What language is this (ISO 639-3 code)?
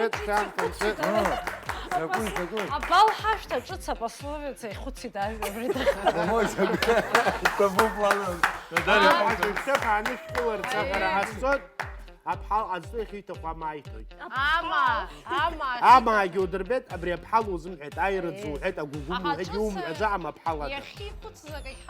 abk